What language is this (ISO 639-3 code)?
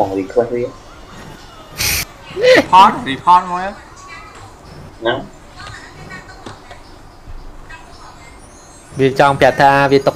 vie